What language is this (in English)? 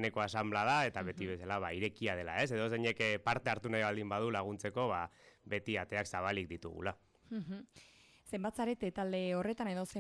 Basque